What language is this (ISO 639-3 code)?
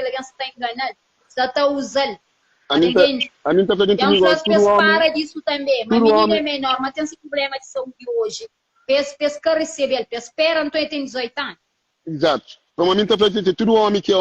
kea